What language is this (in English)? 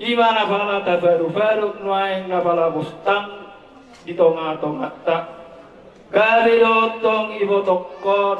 Batak Toba